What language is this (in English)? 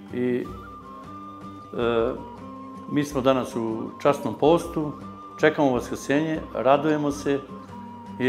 Serbian